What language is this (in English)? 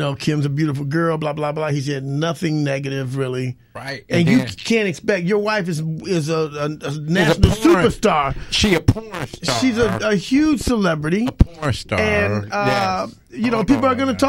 English